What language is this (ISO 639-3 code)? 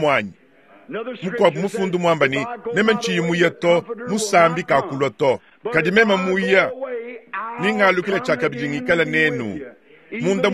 lua